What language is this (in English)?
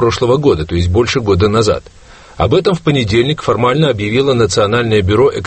Russian